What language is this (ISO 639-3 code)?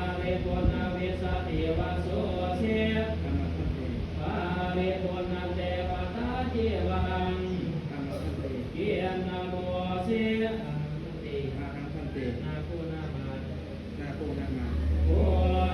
pli